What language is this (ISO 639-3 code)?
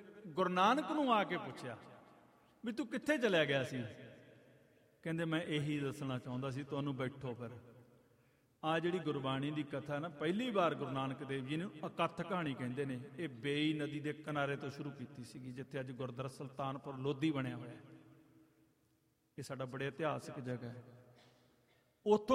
pan